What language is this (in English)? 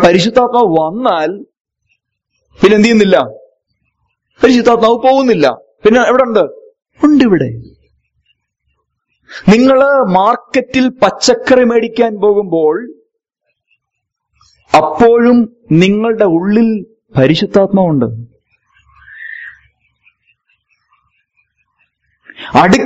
Malayalam